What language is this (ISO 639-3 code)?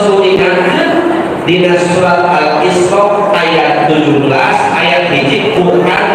sun